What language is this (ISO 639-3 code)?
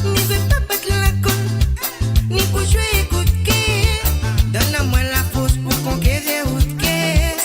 mfe